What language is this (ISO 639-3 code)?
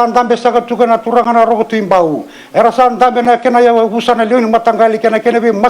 fij